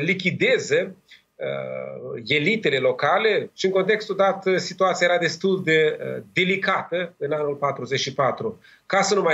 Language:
Romanian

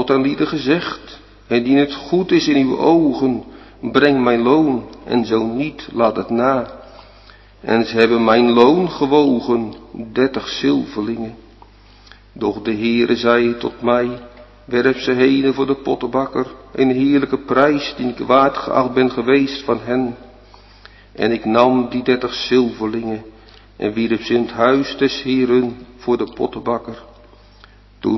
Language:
Dutch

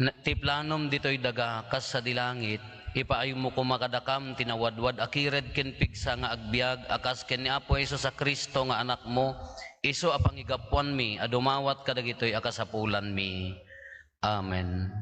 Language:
Iloko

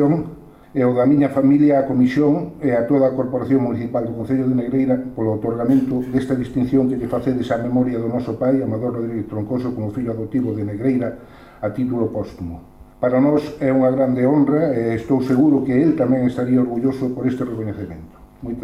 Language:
Galician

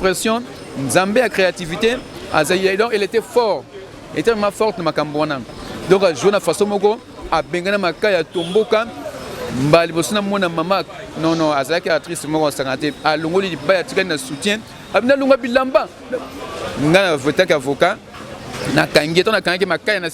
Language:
Lingala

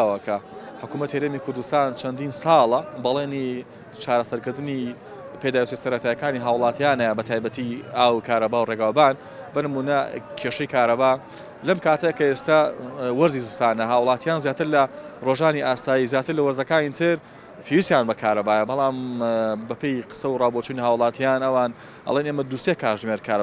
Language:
Central Kurdish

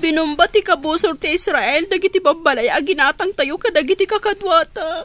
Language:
Iloko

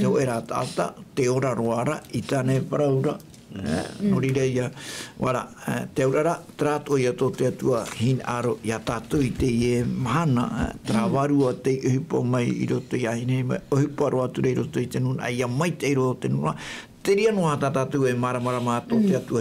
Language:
Tahitian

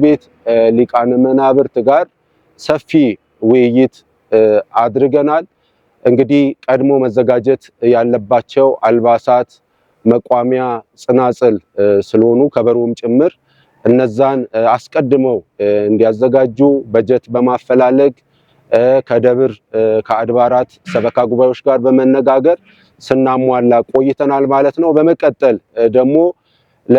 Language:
Amharic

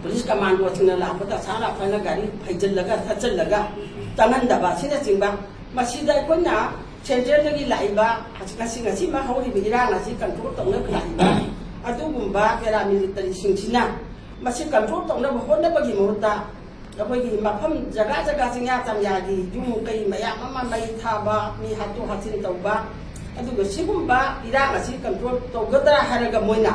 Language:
Manipuri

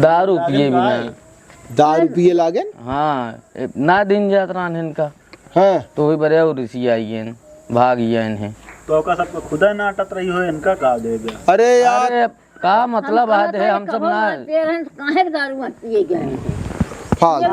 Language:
Awadhi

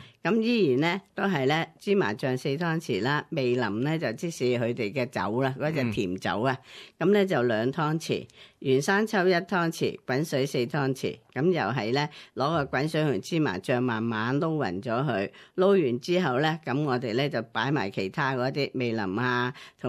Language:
Cantonese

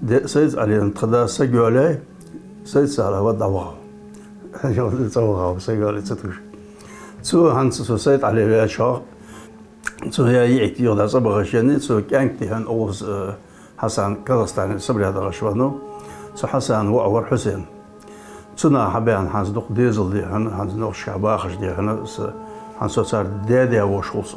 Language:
Ingush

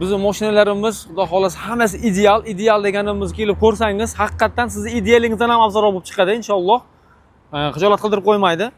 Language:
Uzbek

